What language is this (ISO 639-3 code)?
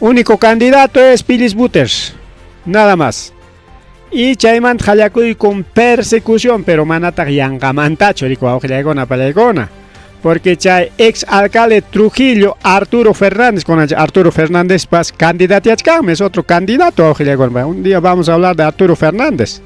quy